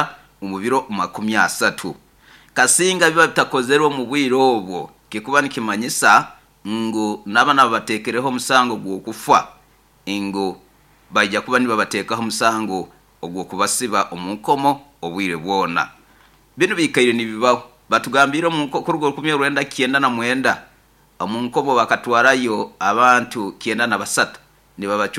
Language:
Nyoro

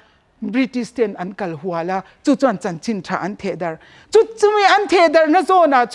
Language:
Mizo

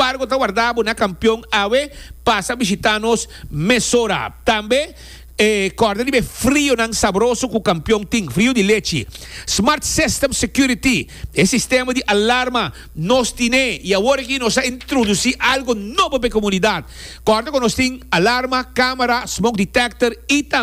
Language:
Papiamento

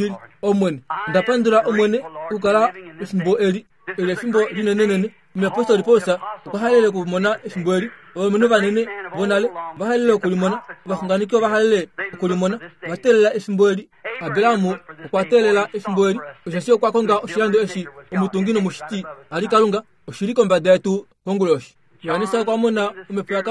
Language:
Kuanyama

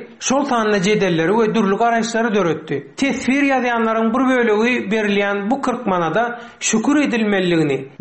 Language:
Turkmen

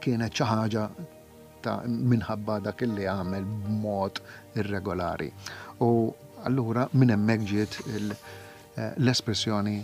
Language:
Maltese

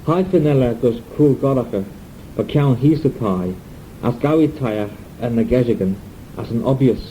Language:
Manx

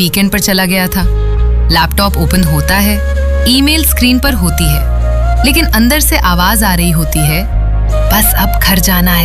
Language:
Hindi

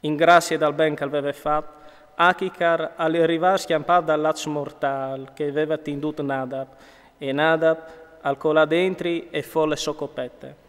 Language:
Friulian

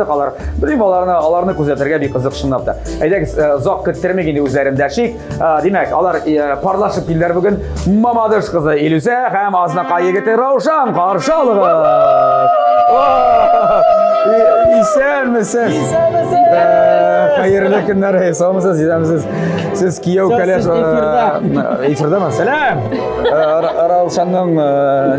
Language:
Tatar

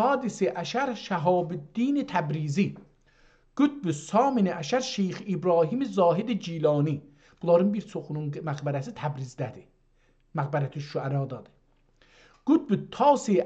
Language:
South Azerbaijani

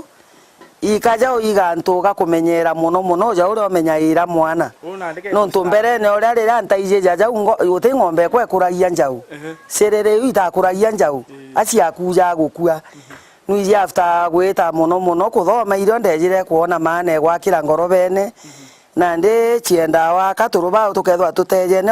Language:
Meru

